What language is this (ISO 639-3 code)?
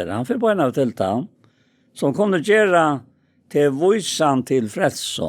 fao